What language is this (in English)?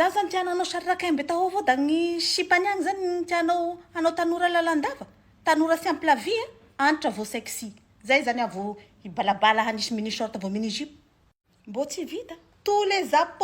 Malagasy